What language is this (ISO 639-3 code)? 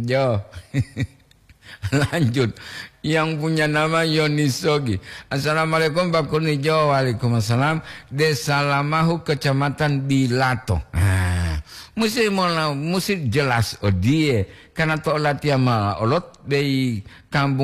gor